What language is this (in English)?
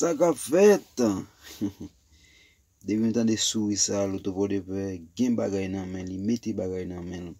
Haitian Creole